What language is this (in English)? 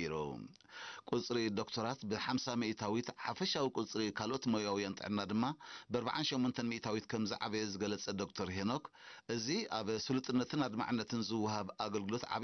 Tigrinya